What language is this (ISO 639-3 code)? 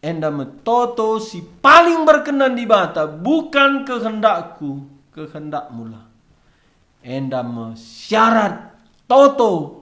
btx